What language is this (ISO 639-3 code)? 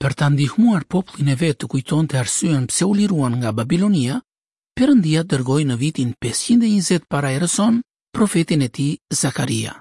sqi